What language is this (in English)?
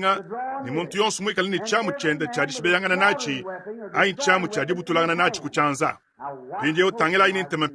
Luba-Lulua